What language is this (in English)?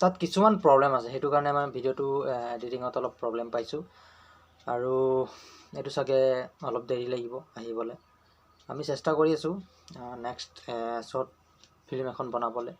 Assamese